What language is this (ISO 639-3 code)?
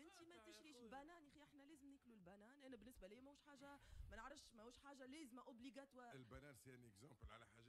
aeb